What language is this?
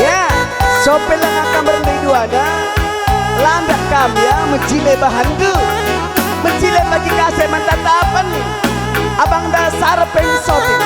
Batak Karo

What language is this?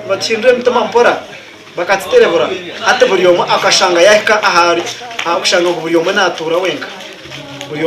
Nyankole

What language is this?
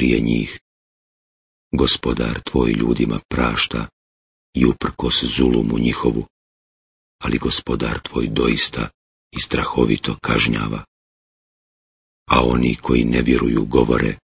Bosnian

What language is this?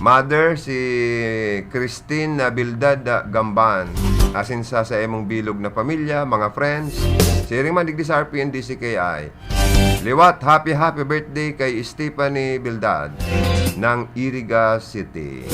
Bikol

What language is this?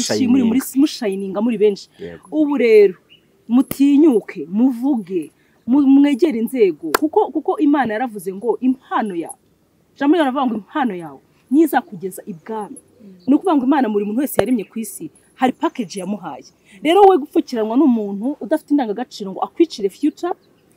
Kinyarwanda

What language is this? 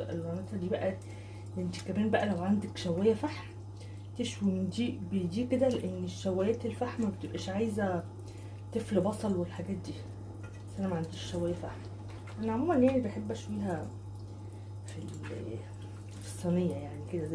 Egyptian Arabic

